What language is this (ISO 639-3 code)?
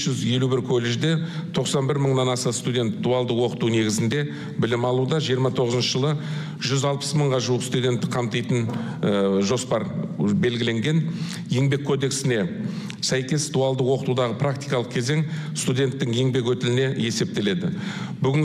kaz